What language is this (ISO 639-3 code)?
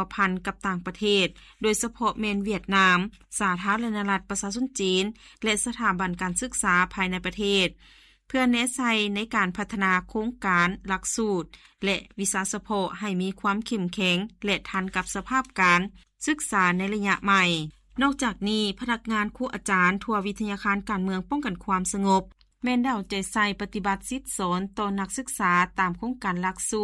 lao